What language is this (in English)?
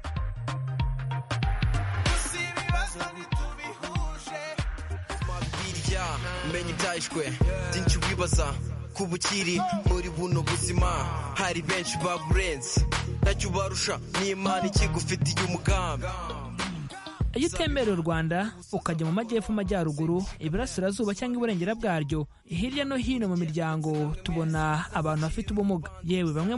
Kinyarwanda